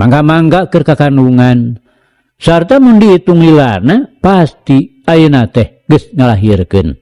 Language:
Sundanese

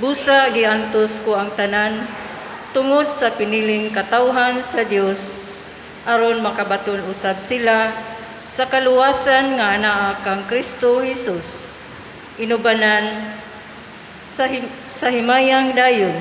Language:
Cebuano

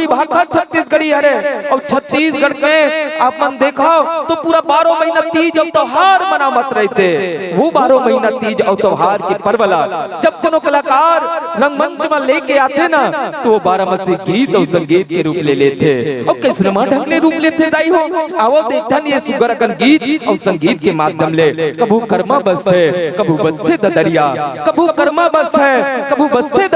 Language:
Chhattisgarhi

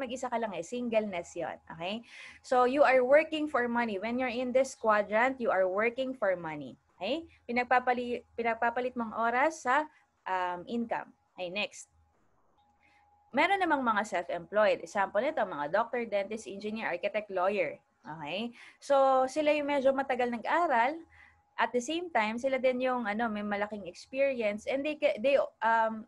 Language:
Filipino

